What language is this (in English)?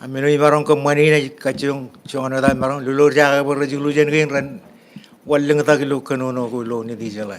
Marshallese